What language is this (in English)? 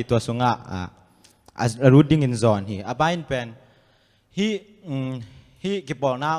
Tedim Chin